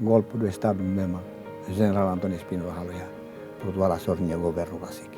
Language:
Tetum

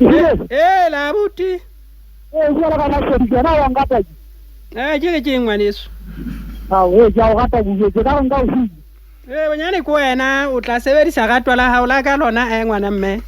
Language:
Southern Sotho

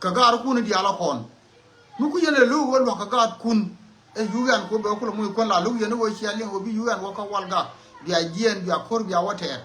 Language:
Nuer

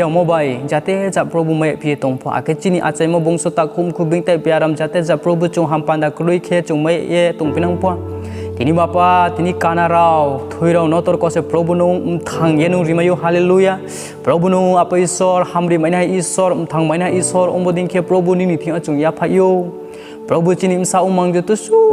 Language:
Riang (India)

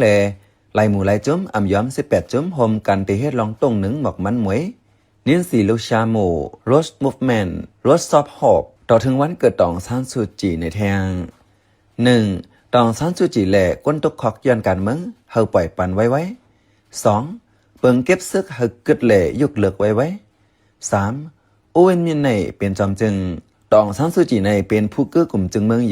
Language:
Shan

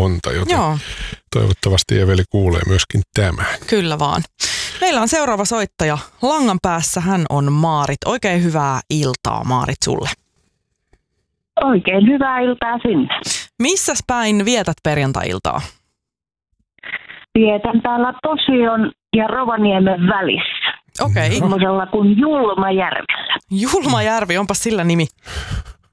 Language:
Finnish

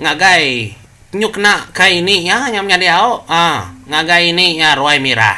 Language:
Iban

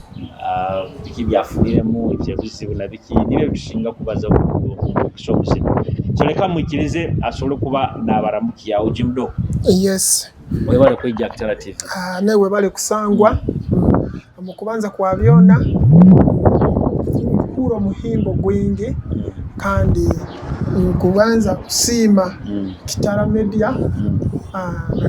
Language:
Nyoro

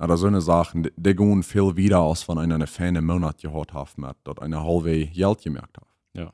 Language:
Plautdietsch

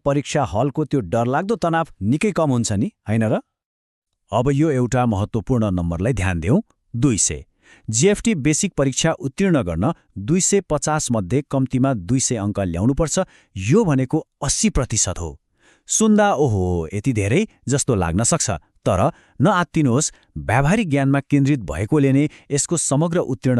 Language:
Nepali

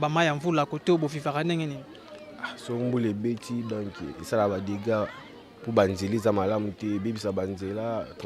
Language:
Lingala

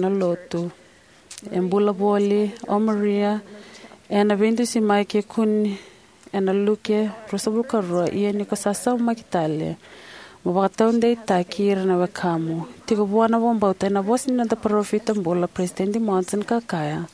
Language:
Fijian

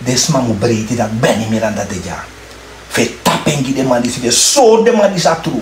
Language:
Sranan Tongo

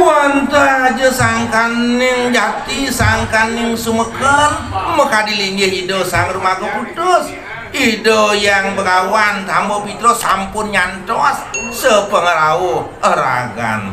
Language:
Balinese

